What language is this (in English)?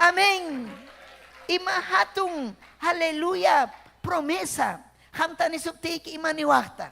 Ayacucho Quechua